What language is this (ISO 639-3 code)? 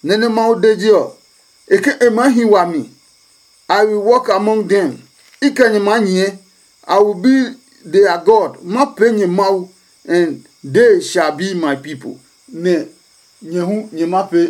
ada